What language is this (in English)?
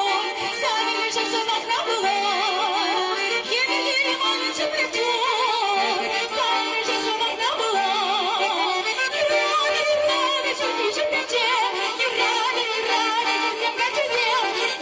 Chuvash